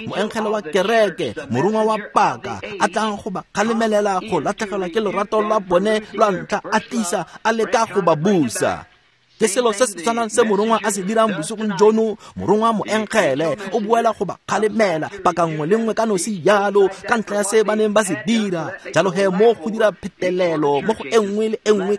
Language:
Tswana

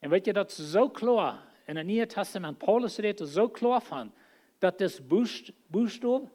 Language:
Plautdietsch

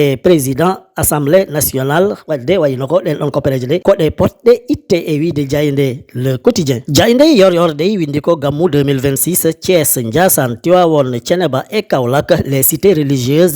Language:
Fula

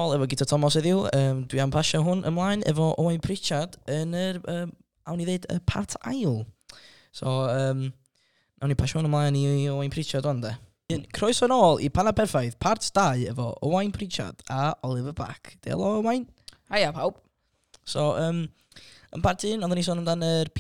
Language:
Welsh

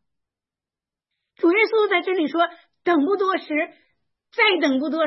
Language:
Chinese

